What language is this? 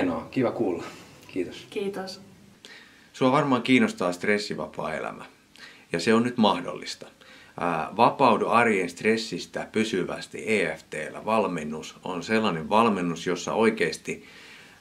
Finnish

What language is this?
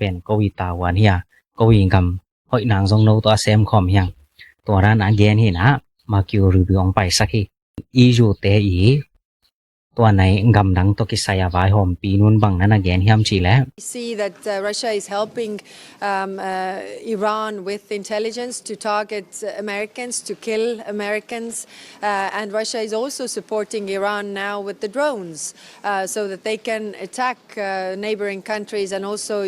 Tedim Chin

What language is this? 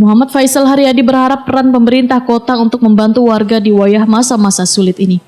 Banjar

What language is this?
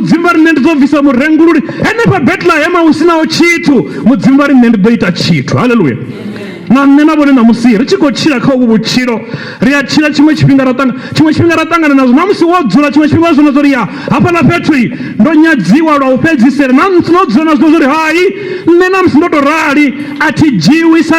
Venda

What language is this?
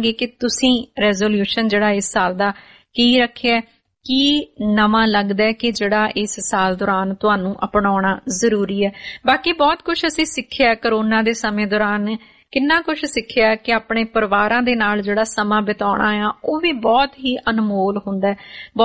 Punjabi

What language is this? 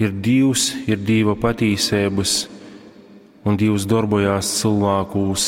Latgalian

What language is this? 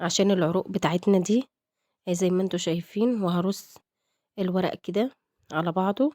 Egyptian Arabic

